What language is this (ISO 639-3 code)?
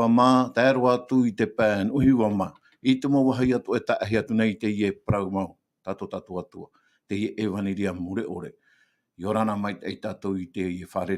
tah